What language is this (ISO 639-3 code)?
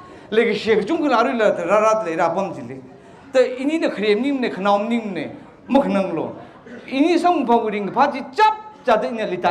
nmf